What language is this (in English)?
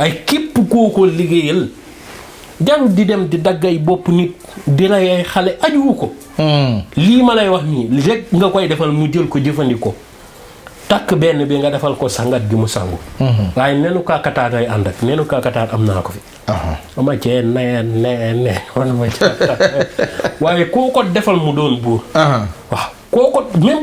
Wolof